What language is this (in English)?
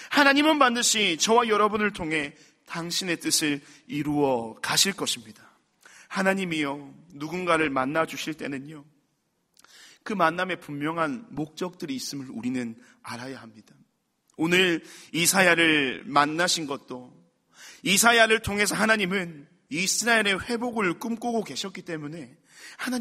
Korean